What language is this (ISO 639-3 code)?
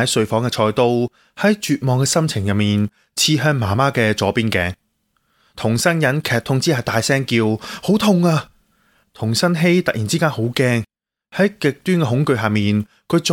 yue